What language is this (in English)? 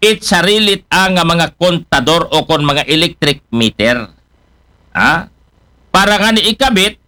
Aklanon